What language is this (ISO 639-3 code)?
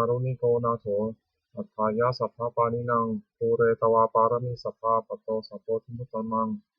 pli